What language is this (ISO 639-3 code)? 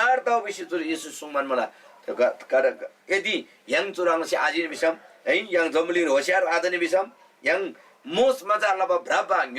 taj